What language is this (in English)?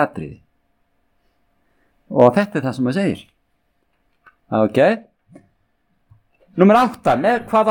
Icelandic